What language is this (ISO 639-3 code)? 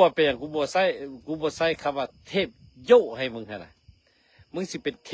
lao